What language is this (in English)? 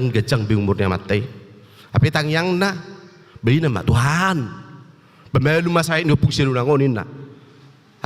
Batak Toba